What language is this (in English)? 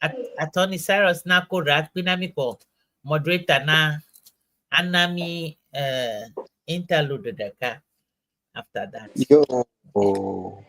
Ewe